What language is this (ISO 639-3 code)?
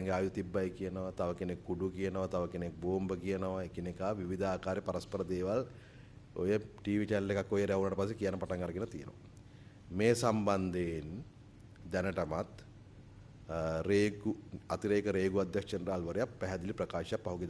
sin